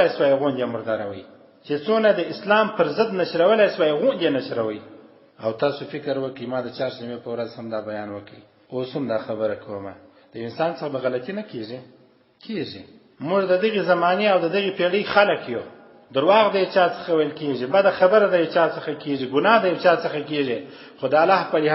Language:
Pashto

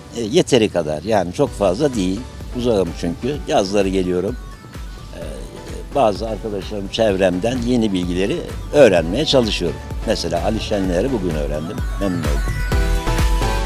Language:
Turkish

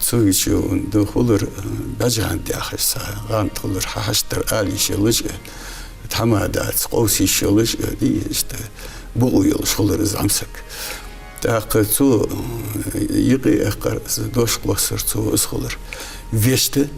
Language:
Ingush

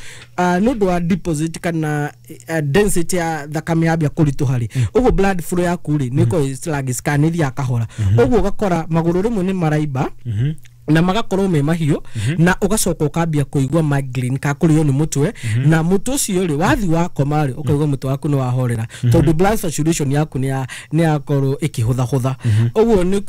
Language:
Kikuyu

